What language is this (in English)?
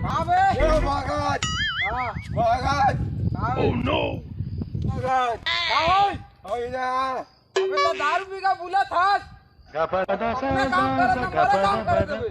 Chhattisgarhi